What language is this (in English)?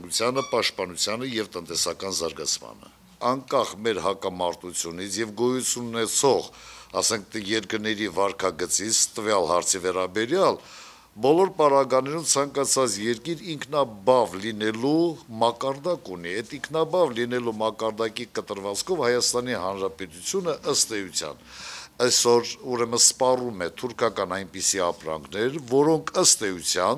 Armenian